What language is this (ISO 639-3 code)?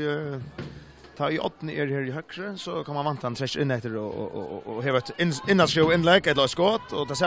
fao